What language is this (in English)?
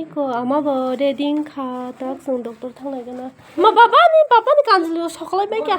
Kok Borok